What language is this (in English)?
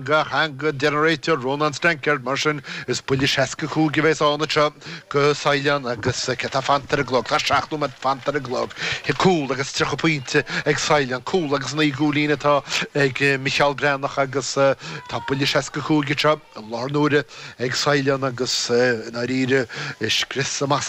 Irish